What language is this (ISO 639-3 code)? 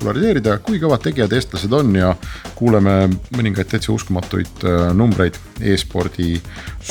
est